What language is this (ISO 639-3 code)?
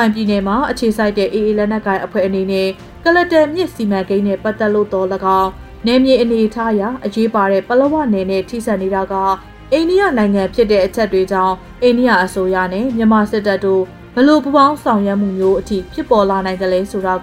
mya